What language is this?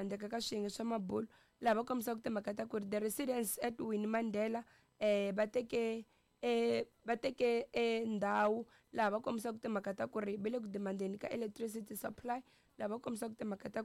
Tsonga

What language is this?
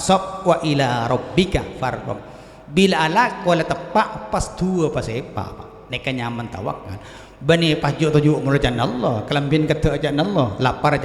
Madurese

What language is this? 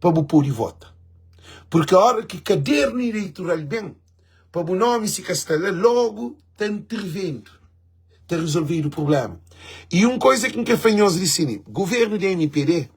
Kabuverdianu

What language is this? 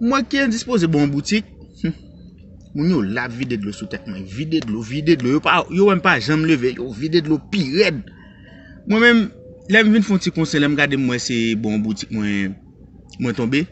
Haitian Creole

